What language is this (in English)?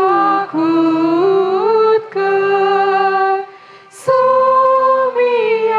Konkani